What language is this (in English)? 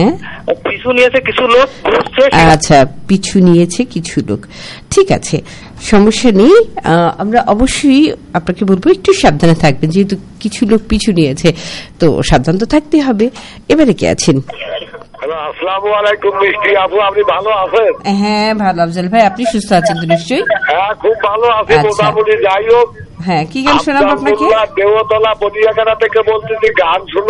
Bangla